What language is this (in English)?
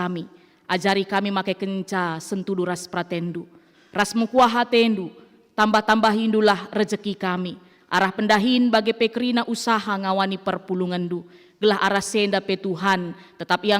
Batak Karo